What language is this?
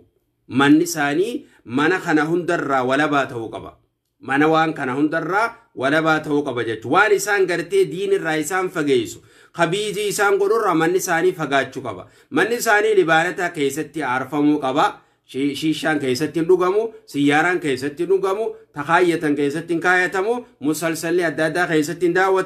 Oromo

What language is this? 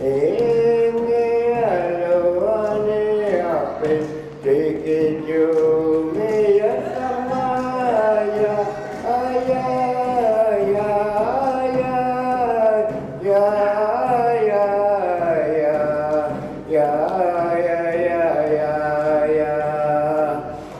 Inuktitut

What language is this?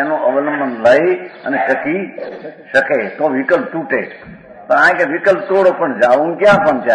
Gujarati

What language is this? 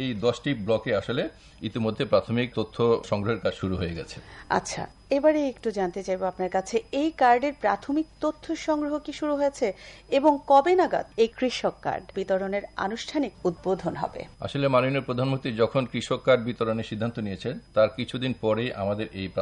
Bangla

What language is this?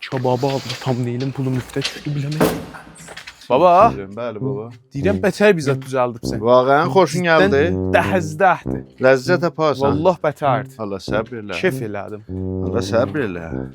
South Azerbaijani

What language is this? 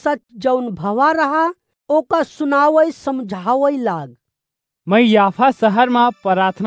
Awadhi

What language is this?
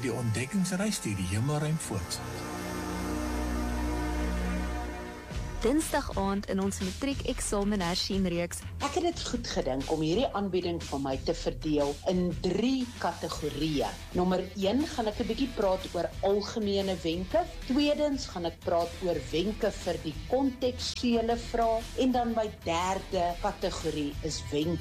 Afrikaans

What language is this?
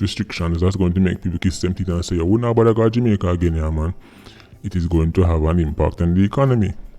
Jamaican Creole English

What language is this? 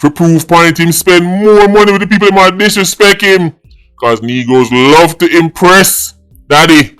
Jamaican Creole English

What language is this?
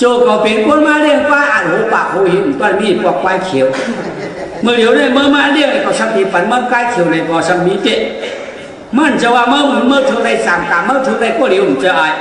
Shan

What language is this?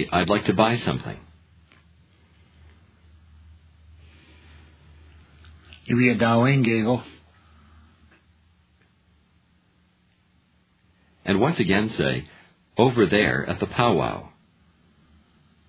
English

